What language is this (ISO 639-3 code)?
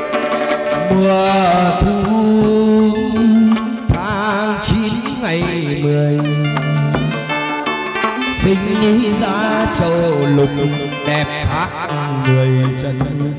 vie